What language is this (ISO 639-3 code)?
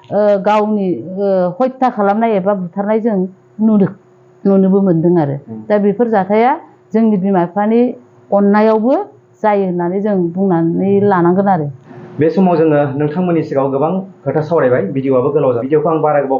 brx